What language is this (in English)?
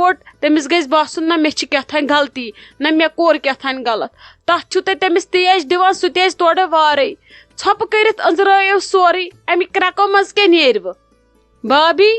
Kashmiri